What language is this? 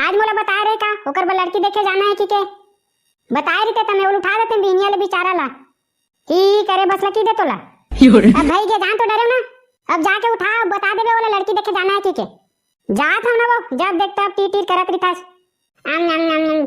Chhattisgarhi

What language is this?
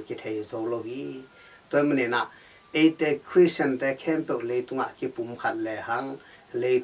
Tedim Chin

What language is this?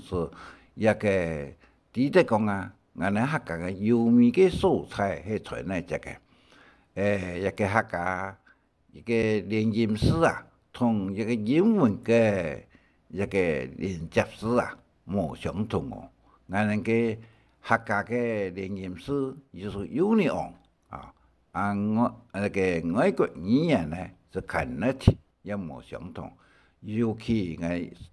Hakka Chinese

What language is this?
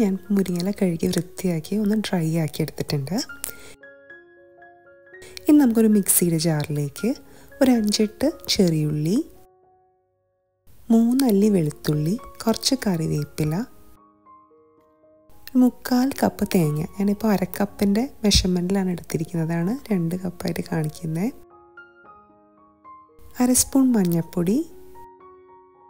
Malayalam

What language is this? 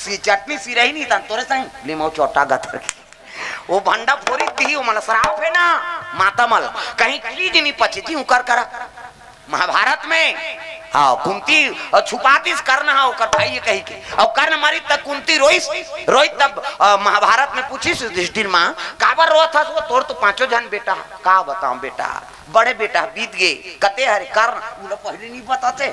Chhattisgarhi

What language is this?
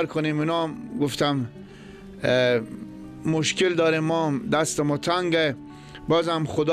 Persian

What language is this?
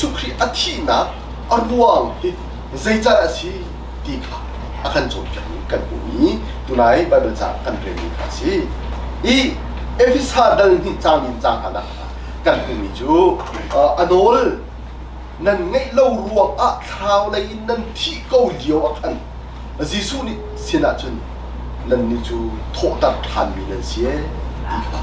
Hakha Chin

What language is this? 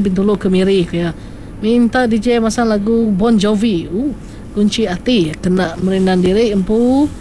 Iban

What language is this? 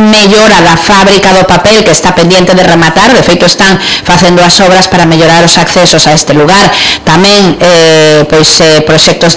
Galician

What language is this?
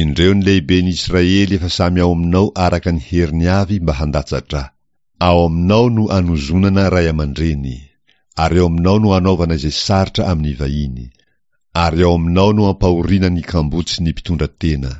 Malagasy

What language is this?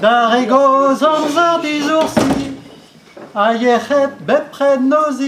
Breton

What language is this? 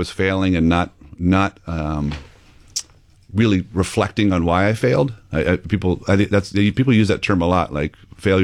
English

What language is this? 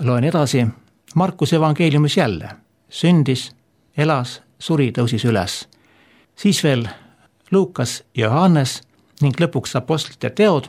Estonian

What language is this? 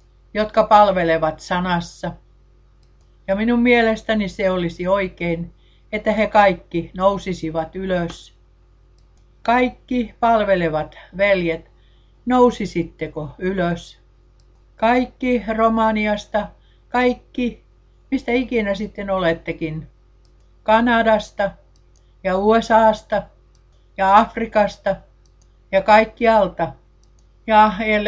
Finnish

